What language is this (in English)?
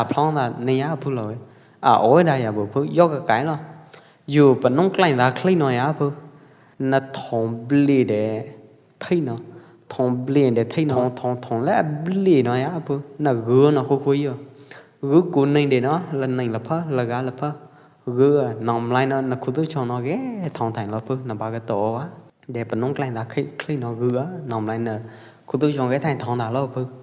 Pwo Eastern Karen